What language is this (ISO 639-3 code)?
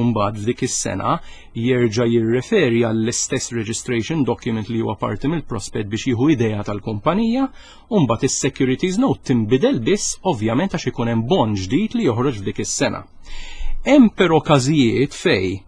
mlt